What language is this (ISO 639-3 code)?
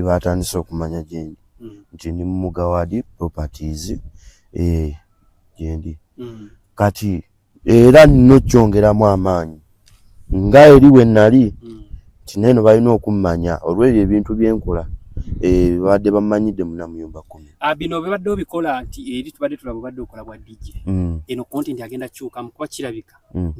lug